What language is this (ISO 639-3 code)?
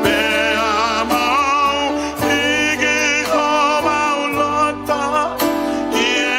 ton